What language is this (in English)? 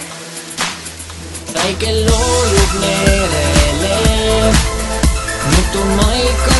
Estonian